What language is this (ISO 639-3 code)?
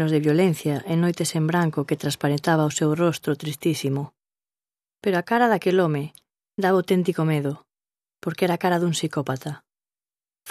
glg